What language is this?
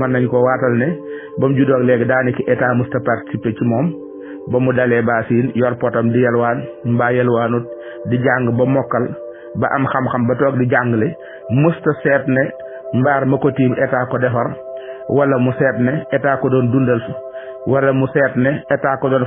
Wolof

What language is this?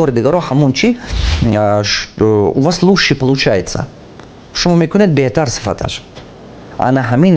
Tajik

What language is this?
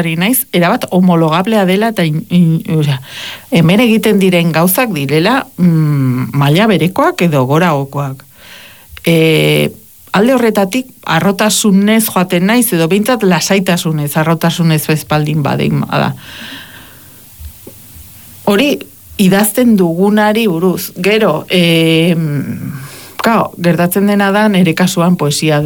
Basque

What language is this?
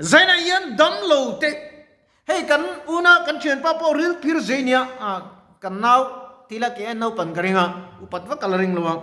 Mizo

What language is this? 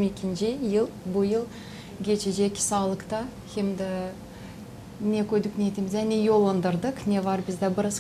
Gagauz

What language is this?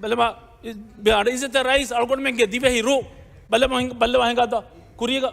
Divehi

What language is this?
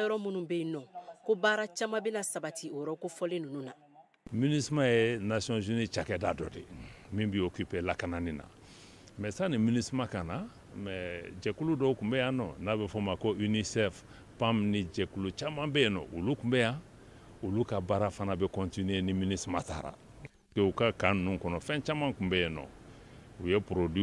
Bambara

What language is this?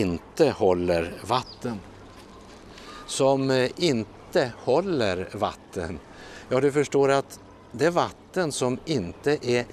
Swedish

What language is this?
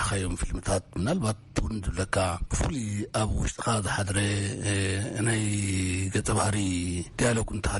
Tigrinya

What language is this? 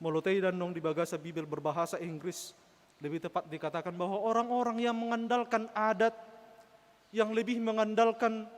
Batak Toba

